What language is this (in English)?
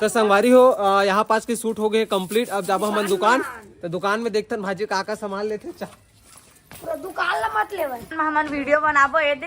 Chhattisgarhi